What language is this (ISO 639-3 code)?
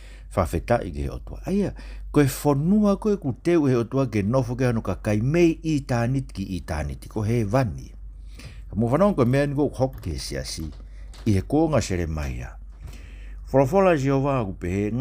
ton